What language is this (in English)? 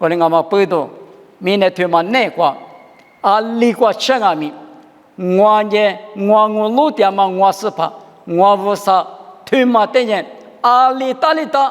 Lisu